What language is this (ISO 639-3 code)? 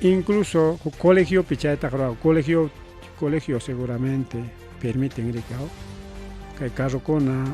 quy